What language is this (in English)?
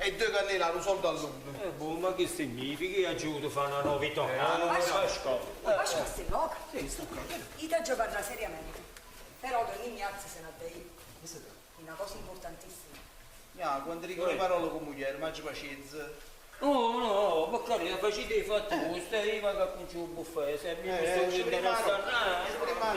Neapolitan